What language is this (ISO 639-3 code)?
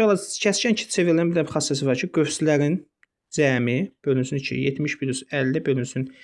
aze